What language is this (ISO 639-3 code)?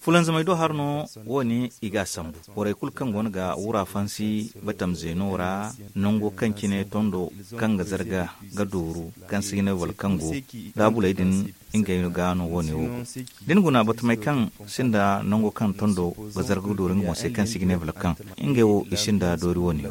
dje